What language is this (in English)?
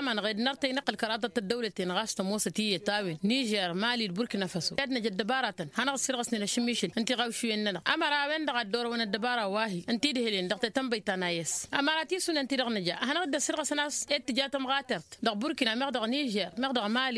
Tamasheq